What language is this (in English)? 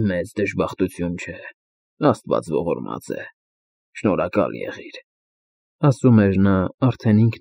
Armenian